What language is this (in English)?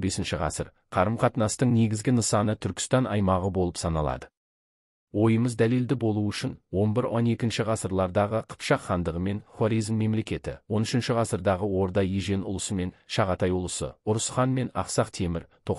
Kazakh